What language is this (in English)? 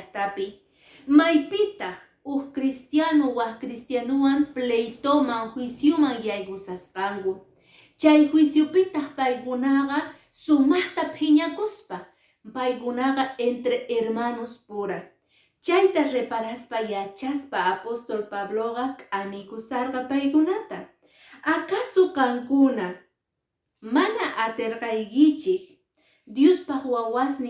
Quechua